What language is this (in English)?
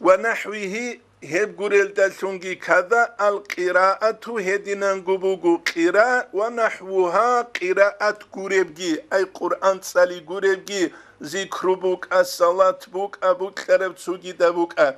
Avaric